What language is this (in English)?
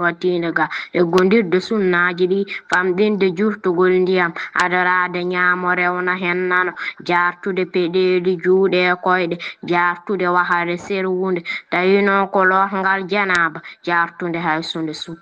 Fula